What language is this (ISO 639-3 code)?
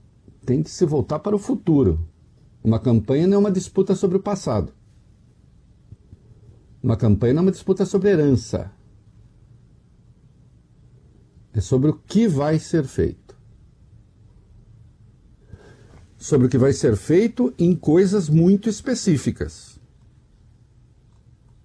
por